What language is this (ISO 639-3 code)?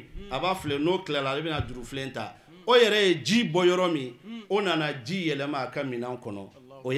bam